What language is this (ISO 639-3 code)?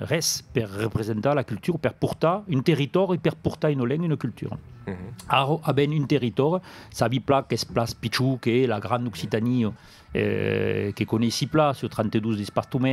oci